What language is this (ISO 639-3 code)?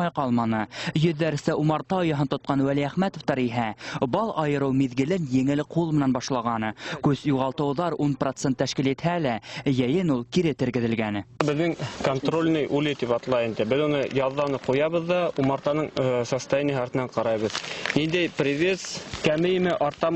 bak